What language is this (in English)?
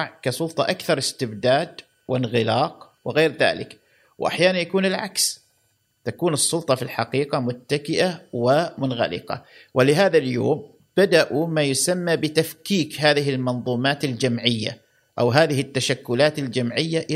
Gulf Arabic